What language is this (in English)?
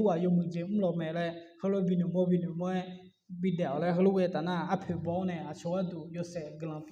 Akha